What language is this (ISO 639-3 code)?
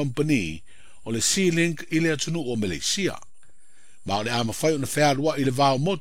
smo